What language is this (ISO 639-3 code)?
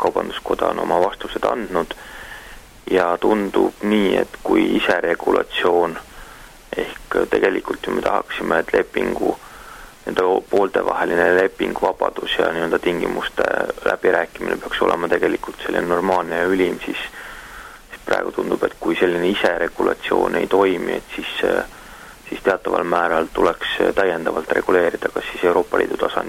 est